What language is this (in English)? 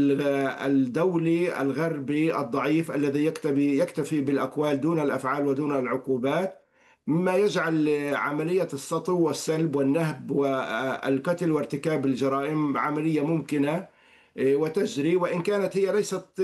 Arabic